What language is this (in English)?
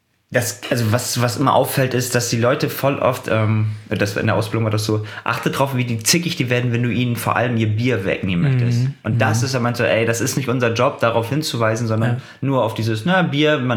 German